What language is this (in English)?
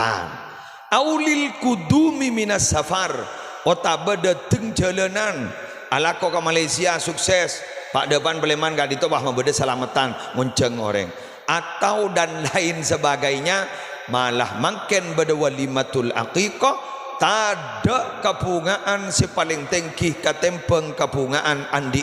Madurese